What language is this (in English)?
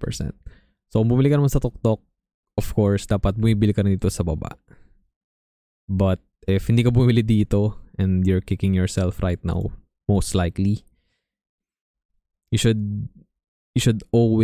Filipino